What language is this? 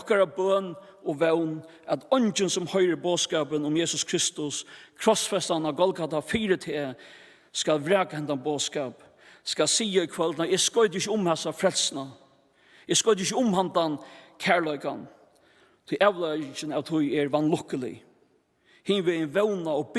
Faroese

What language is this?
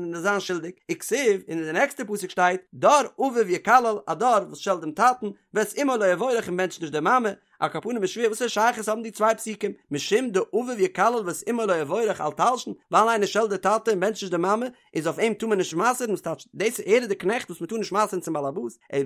Yiddish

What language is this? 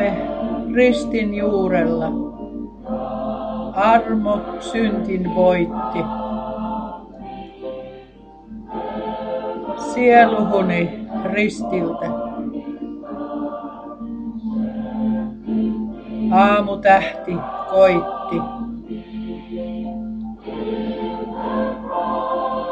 Finnish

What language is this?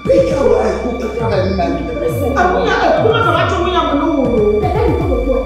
Ewe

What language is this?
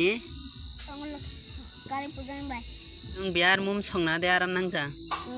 Kok Borok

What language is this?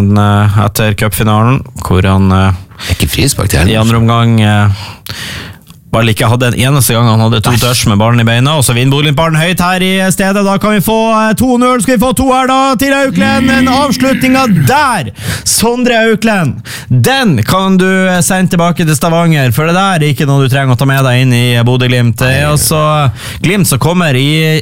Norwegian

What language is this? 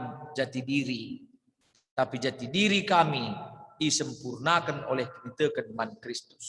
Batak Karo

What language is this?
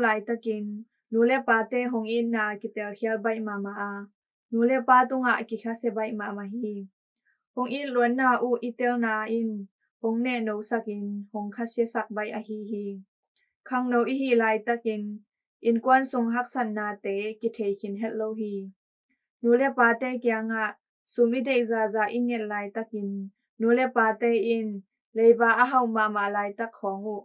Tedim Chin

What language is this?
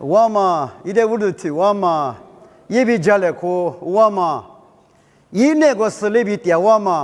Lisu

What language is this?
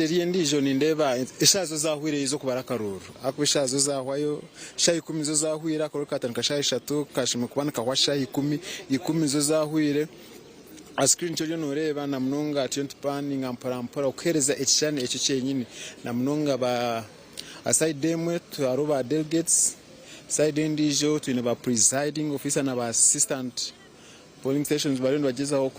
Nyankole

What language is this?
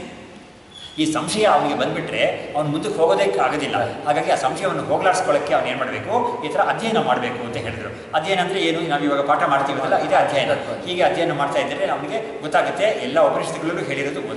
Kannada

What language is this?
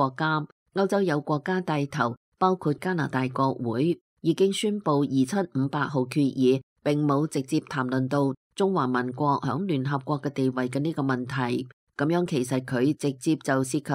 Cantonese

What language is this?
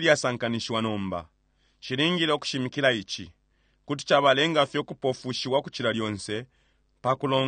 Bemba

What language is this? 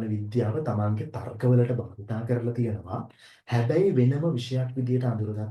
Sinhala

